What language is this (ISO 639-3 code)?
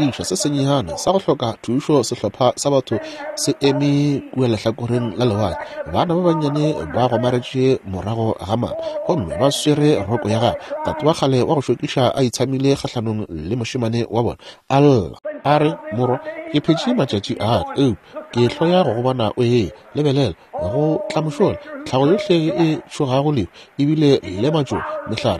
nso